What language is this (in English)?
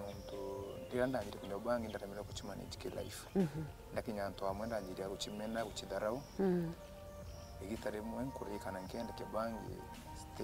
Meru